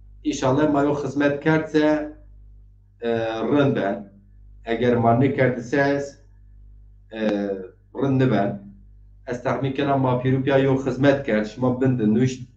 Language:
Zaza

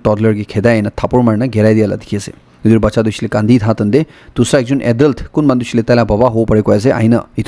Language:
Naga Pidgin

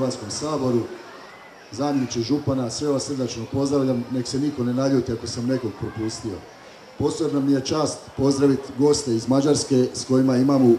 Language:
Croatian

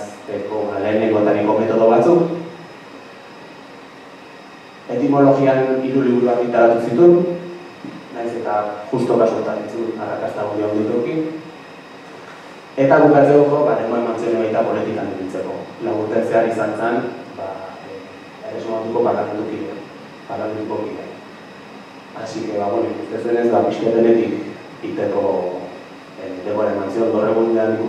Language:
Basque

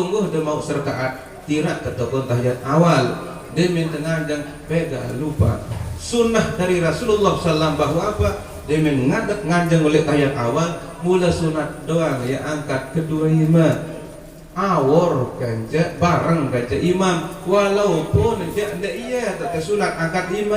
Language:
Sasak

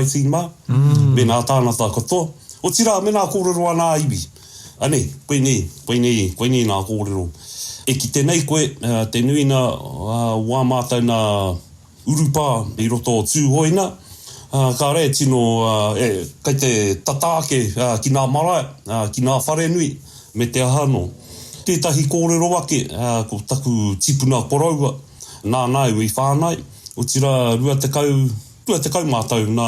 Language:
Māori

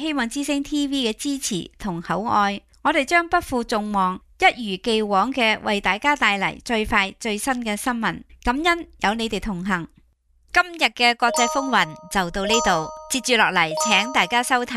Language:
Cantonese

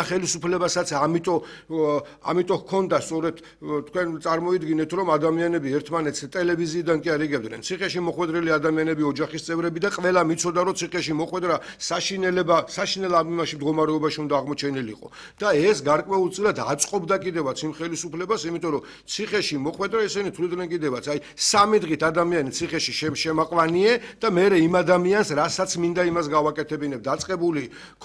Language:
Georgian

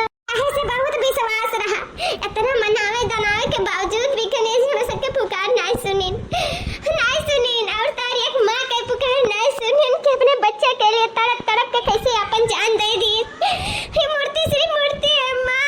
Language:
Awadhi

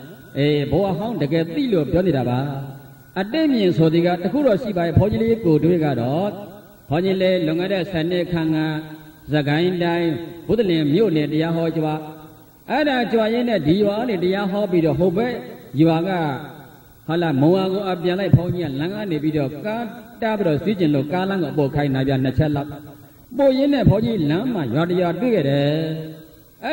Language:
Burmese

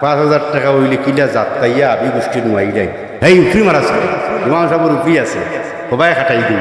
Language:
Sylheti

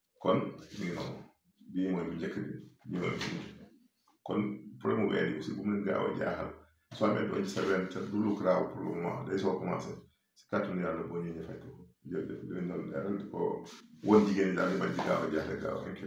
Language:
Wolof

